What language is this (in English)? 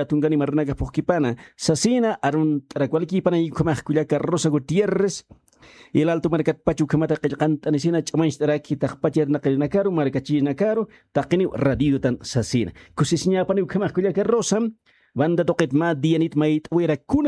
Aymara